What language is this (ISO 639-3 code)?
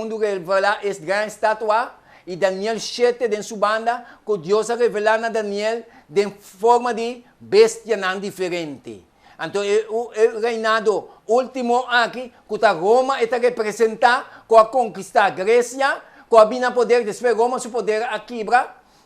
pap